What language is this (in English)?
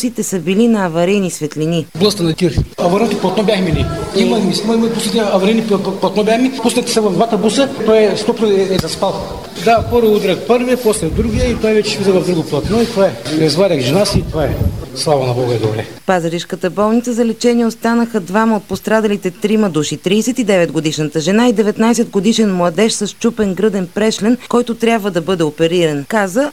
Bulgarian